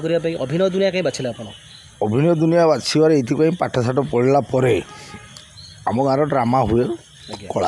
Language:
Odia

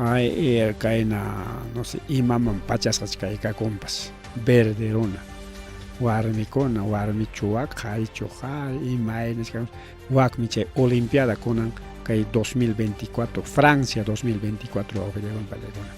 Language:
Ayacucho Quechua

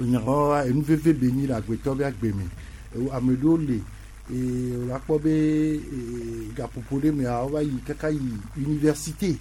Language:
Gen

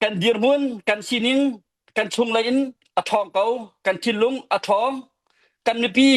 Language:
Hakha Chin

